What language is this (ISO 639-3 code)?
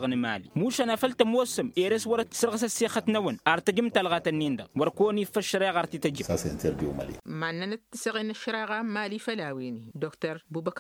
taq